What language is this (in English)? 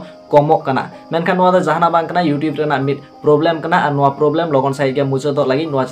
Santali